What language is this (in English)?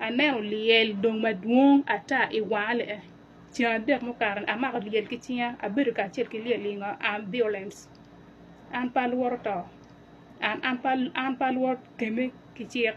Acoli